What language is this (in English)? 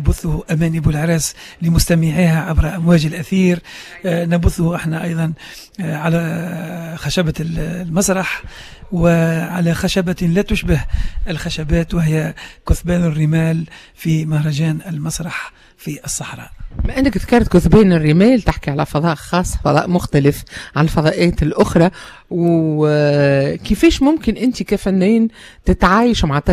Tunisian Arabic